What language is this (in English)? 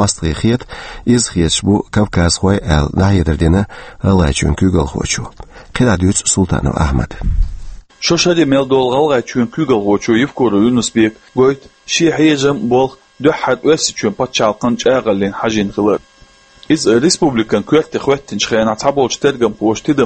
Chechen